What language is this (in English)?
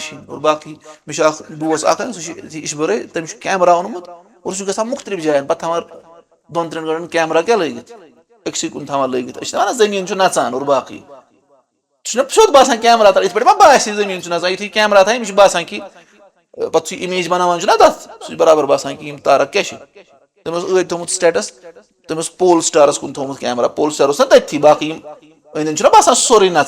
Kashmiri